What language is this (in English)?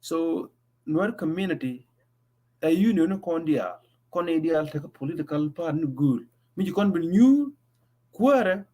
Nuer